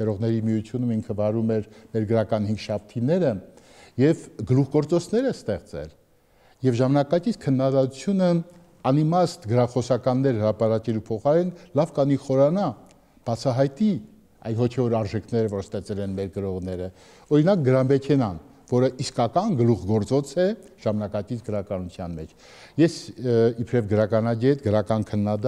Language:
Armenian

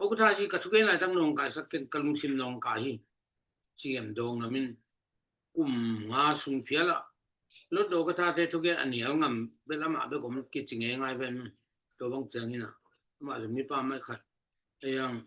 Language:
Tedim Chin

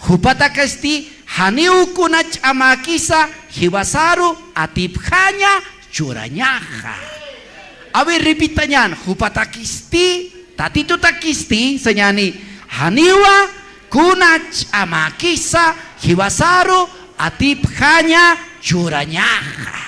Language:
Aymara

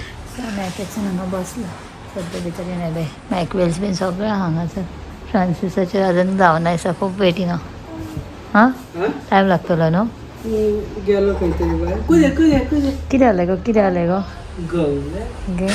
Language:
Konkani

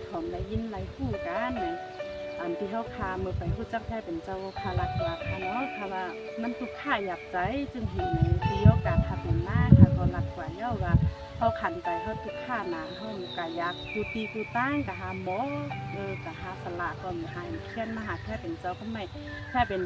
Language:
Shan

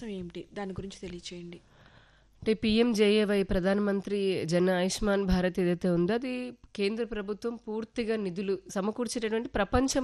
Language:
Telugu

